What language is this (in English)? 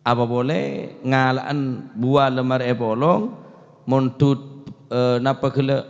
Madurese